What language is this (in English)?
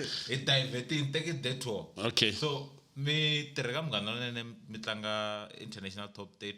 Tsonga